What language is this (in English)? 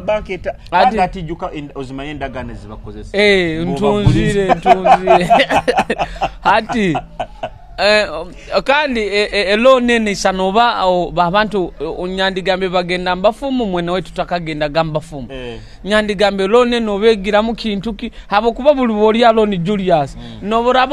Nyoro